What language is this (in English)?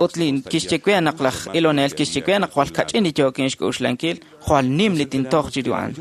Kekchí